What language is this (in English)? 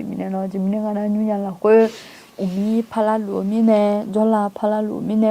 Akha